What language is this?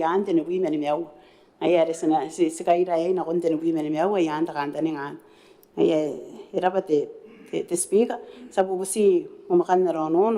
Gilbertese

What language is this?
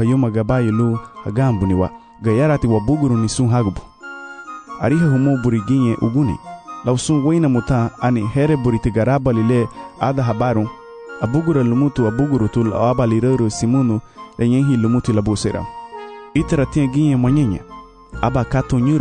Garifuna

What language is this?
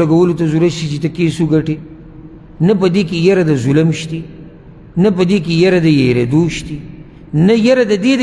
Pashto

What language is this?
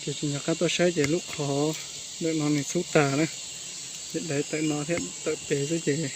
Hmong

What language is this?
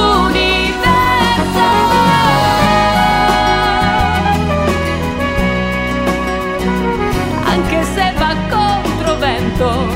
Italian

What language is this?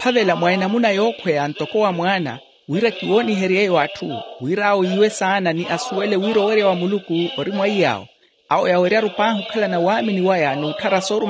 Makhuwa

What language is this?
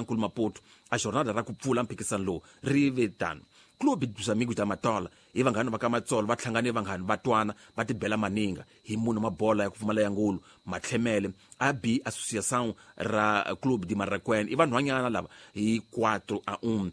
Tsonga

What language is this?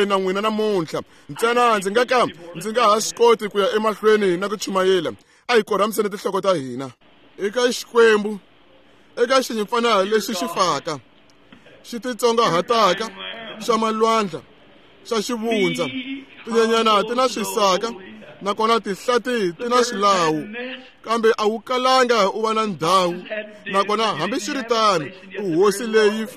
Tsonga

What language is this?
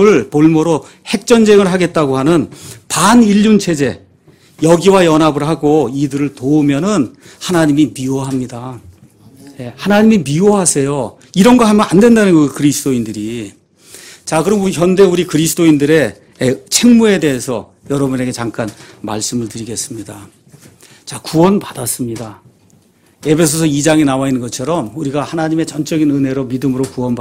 Korean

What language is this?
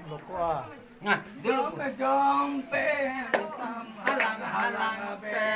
Santali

